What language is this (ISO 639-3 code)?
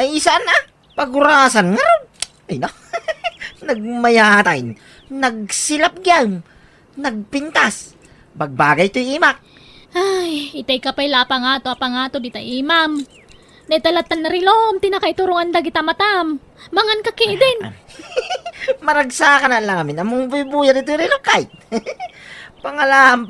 ilo